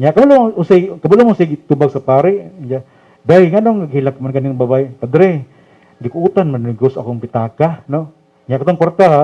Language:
Cebuano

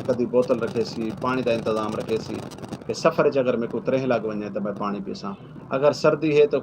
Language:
Saraiki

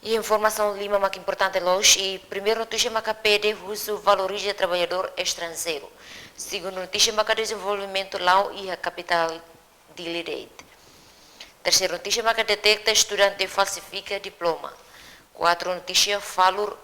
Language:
Tetum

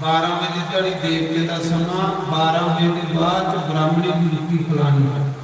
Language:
Dogri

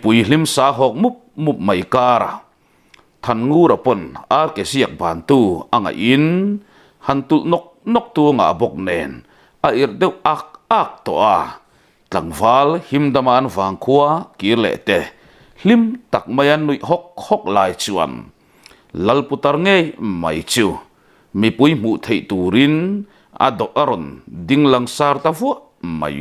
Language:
Mizo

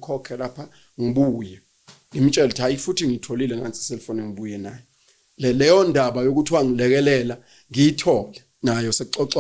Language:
Zulu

